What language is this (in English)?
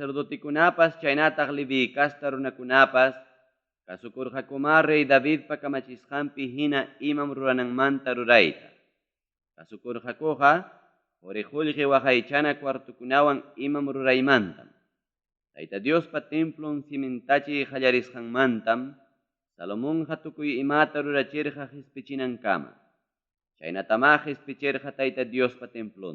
Ayacucho Quechua